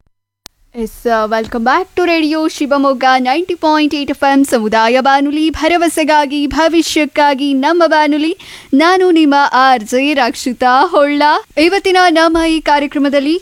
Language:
Kannada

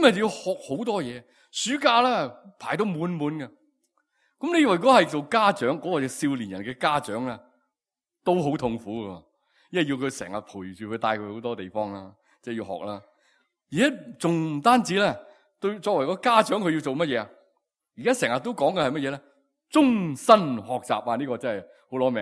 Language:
Cantonese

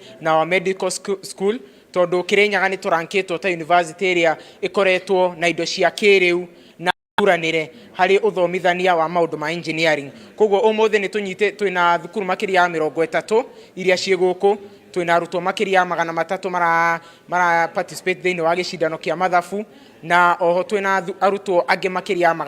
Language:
Kikuyu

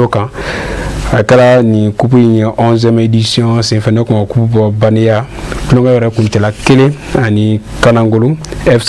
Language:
Bambara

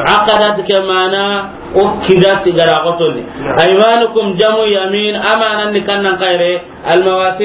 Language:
Soninke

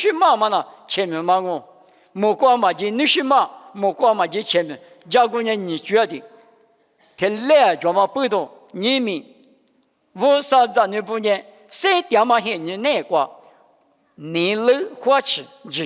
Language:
Lisu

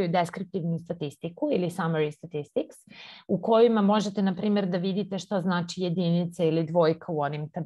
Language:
Serbian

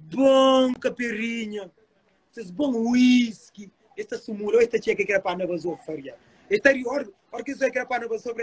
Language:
Kabuverdianu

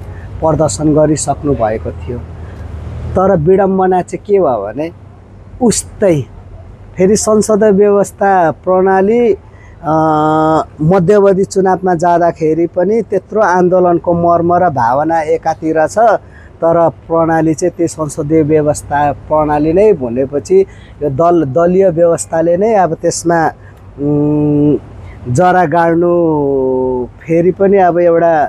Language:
Nepali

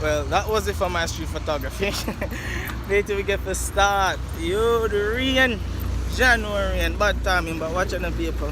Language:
Jamaican Creole English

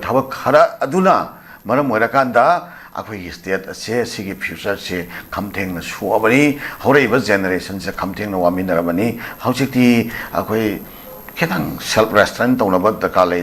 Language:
Manipuri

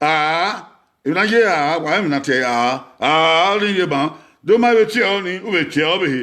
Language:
Bini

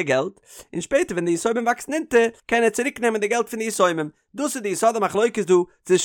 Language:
Yiddish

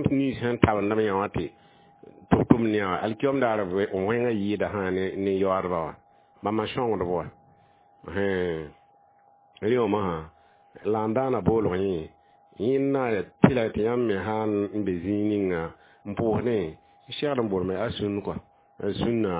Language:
Mossi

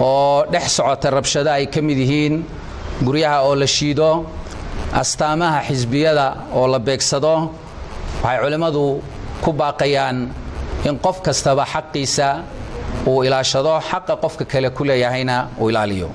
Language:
Somali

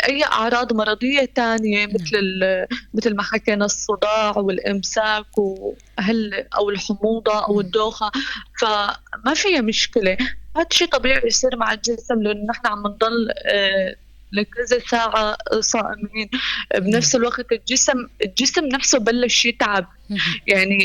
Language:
North Levantine Arabic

